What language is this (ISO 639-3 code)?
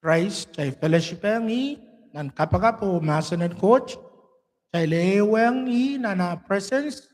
pon